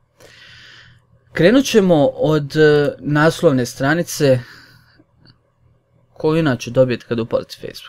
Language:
Croatian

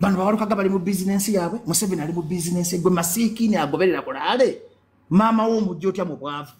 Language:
Ganda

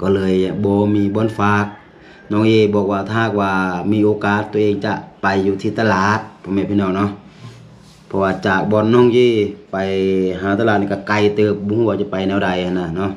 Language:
Lao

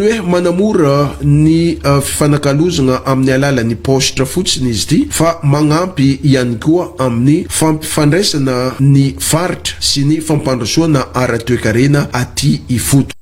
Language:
Malagasy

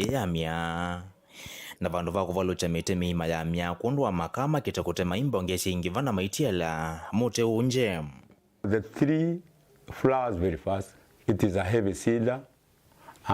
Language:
Kamba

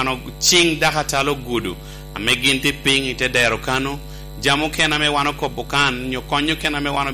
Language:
Lango (Uganda)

